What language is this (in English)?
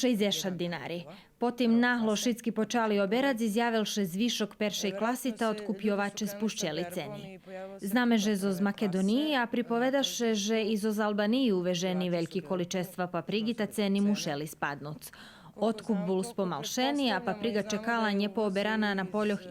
Rusyn